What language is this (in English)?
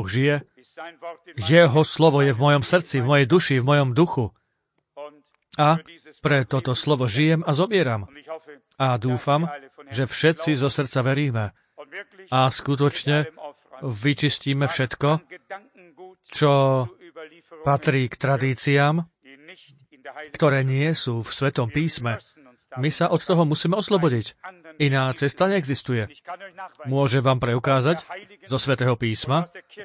Slovak